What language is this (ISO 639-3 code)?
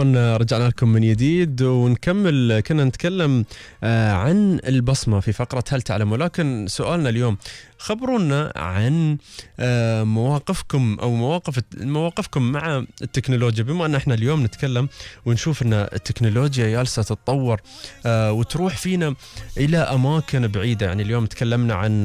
afb